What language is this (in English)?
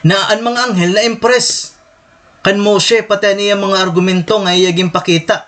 Waray